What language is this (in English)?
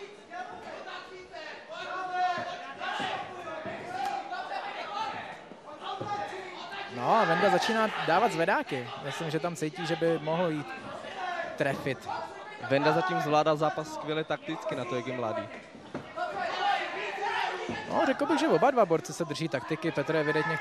Czech